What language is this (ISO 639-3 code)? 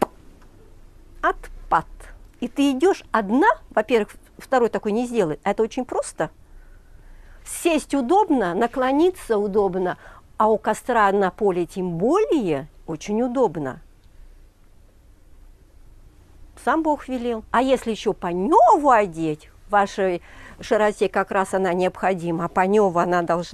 rus